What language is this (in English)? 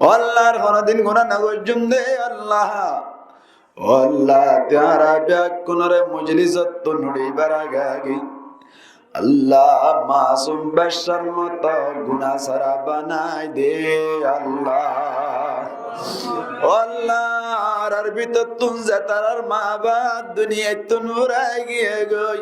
Rohingya